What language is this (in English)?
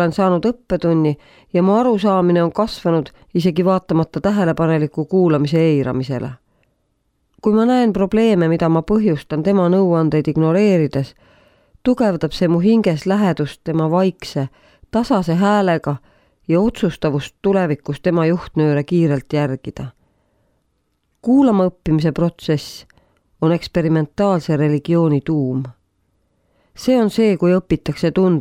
Estonian